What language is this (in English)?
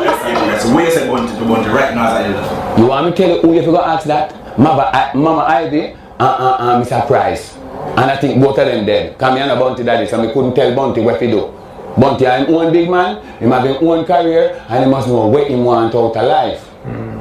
Jamaican Creole English